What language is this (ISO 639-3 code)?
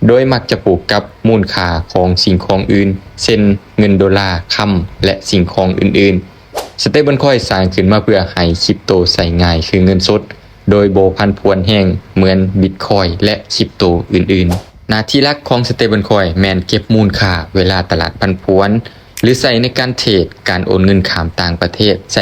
lao